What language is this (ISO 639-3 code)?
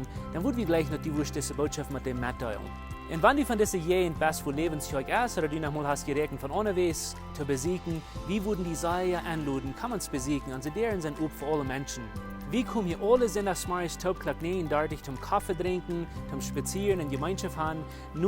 pdt